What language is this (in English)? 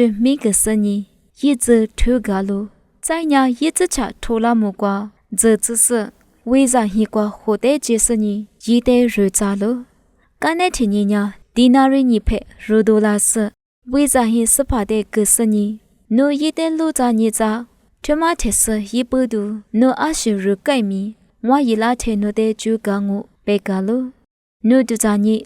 Lisu